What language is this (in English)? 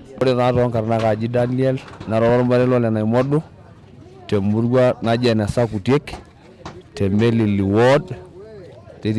Masai